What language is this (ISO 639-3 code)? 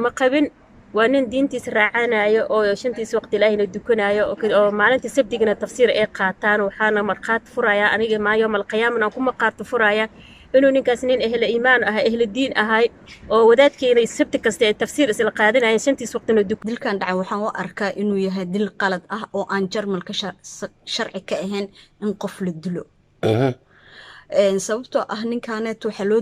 som